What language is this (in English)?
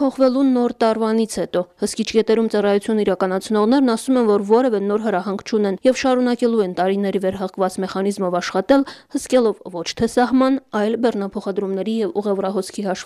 Armenian